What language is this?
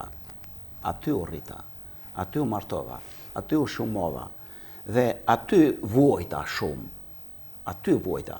Albanian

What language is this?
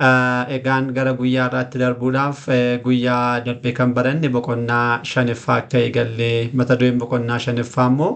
Oromo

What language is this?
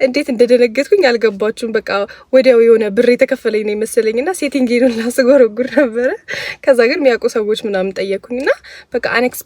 Amharic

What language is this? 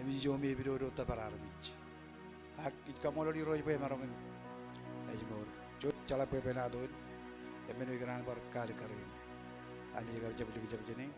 Marshallese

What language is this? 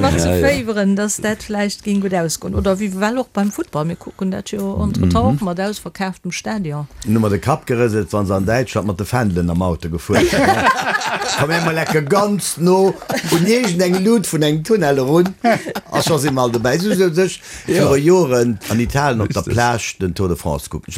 Luxembourgish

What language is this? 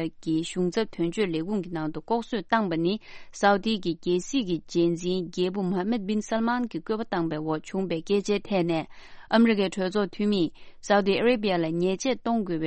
Tibetan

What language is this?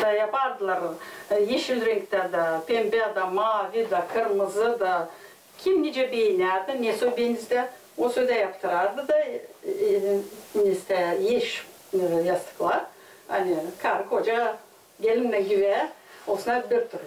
Gagauz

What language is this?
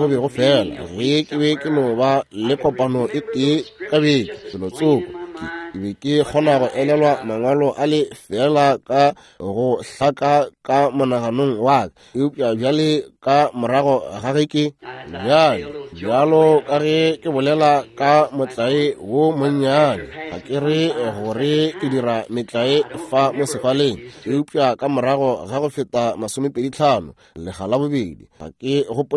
Northern Sotho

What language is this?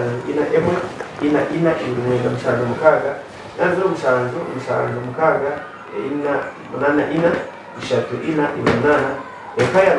Nyankole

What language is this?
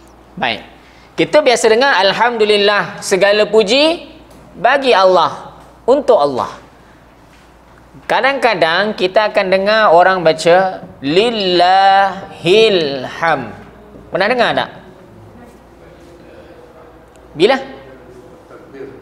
Malay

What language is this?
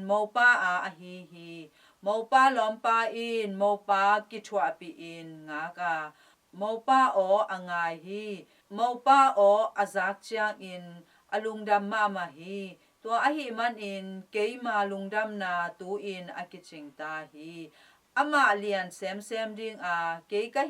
Tedim Chin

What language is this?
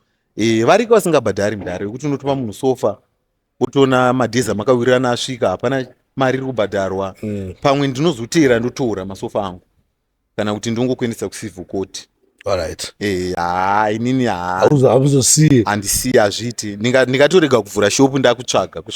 Shona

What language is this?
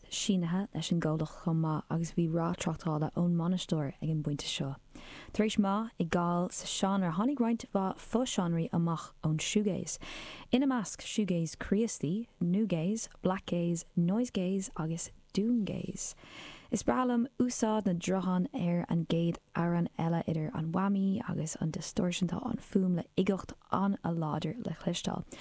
Irish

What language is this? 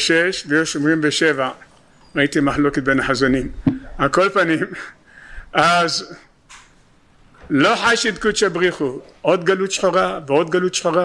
Hebrew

